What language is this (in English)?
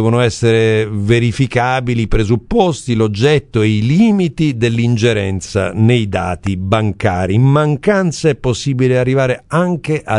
Italian